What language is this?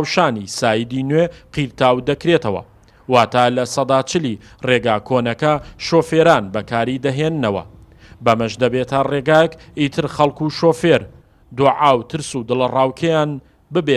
Central Kurdish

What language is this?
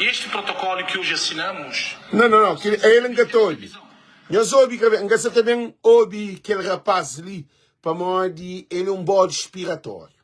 Kabuverdianu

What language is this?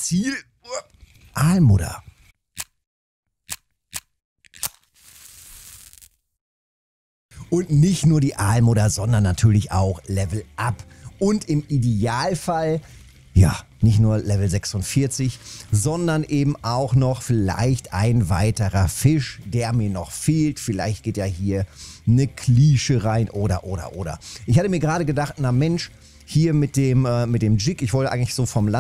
German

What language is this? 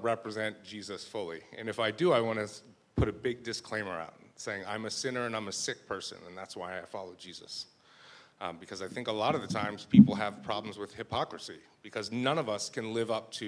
English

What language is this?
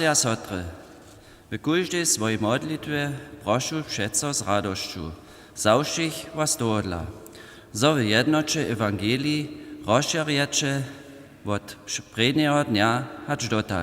Upper Sorbian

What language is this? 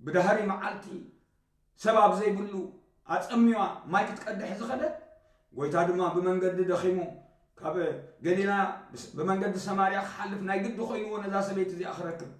Tigrinya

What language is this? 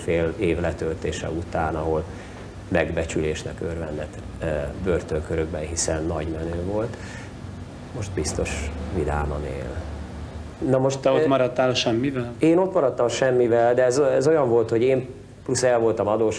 Hungarian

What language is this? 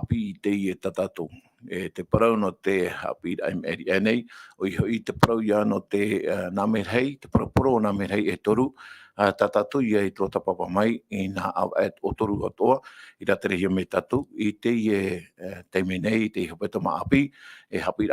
Tahitian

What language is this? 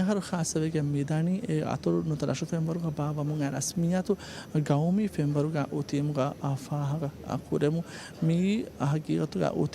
Divehi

